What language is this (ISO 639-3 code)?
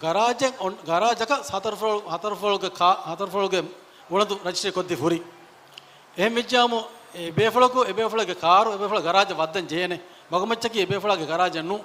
div